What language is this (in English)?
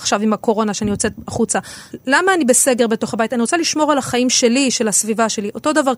Hebrew